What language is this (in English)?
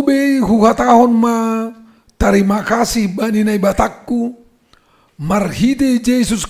Batak Simalungun